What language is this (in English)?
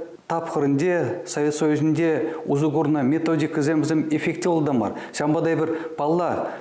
Chuvash